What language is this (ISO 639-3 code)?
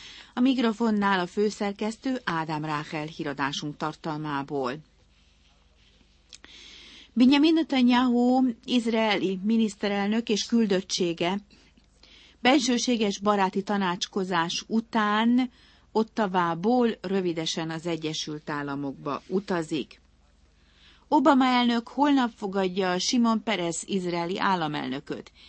hun